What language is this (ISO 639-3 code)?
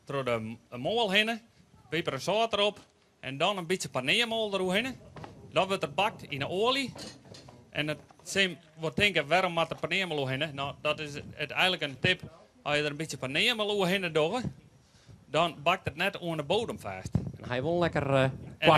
fry